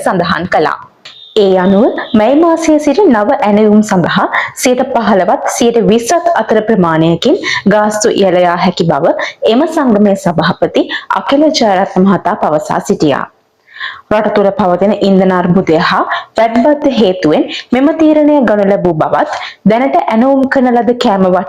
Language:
Sinhala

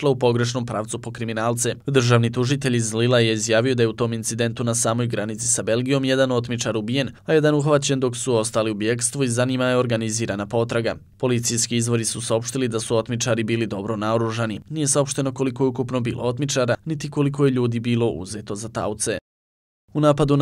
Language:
Bosnian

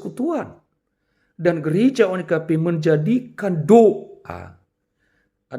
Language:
Nias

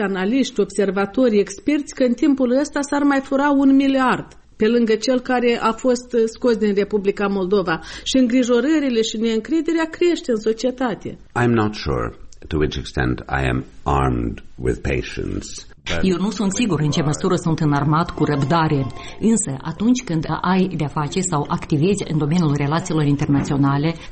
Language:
Romanian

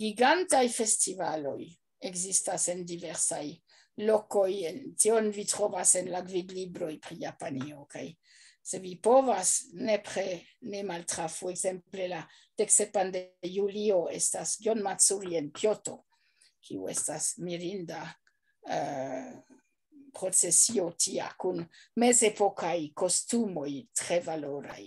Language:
Esperanto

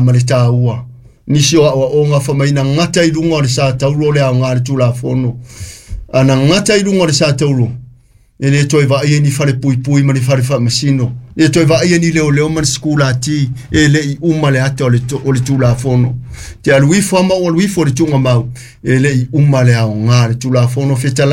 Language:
Samoan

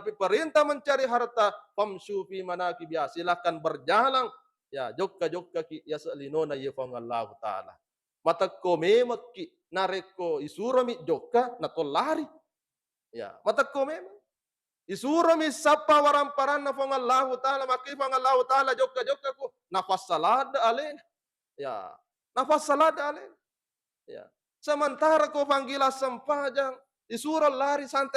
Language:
Buginese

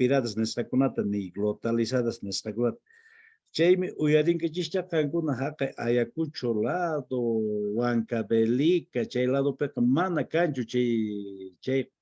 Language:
Quechua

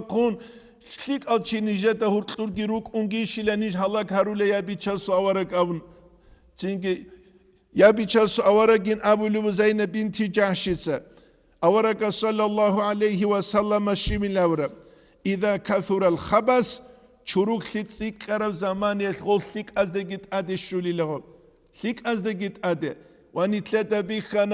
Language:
Avaric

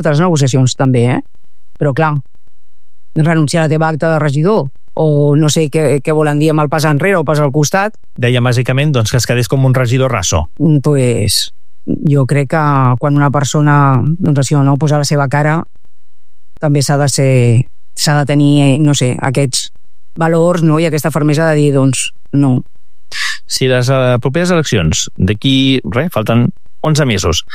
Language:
Catalan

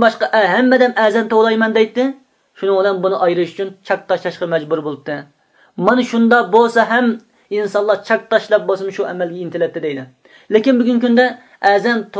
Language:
Uyghur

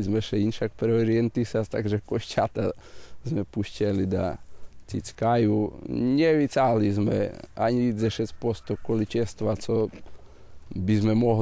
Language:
Rusyn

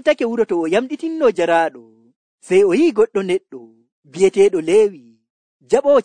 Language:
Nigerian Fulfulde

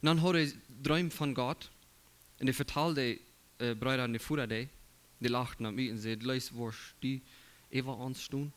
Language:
Plautdietsch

